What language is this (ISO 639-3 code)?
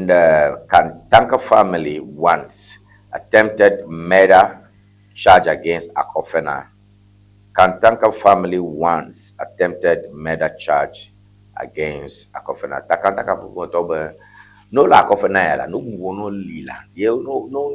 ewe